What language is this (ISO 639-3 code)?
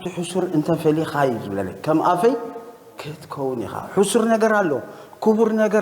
tir